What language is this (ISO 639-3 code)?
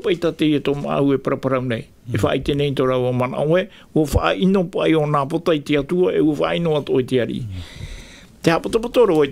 tah